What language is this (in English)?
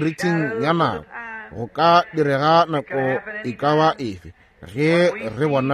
Northern Sotho